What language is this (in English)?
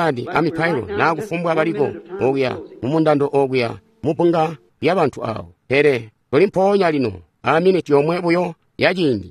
Tonga (Zambia)